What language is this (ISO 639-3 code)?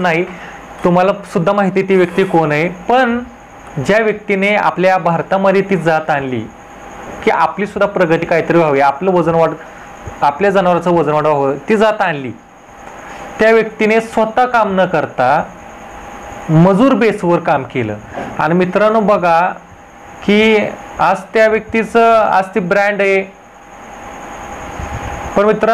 mar